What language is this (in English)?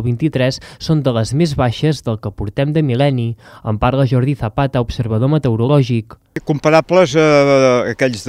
Catalan